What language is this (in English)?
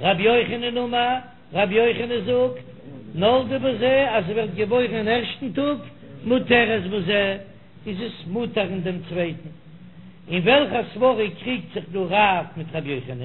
Yiddish